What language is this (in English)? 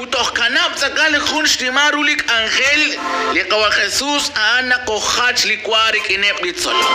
Kekchí